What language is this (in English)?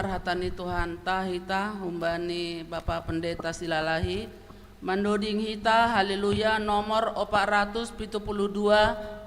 Batak Simalungun